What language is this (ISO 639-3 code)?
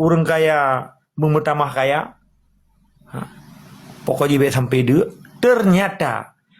ace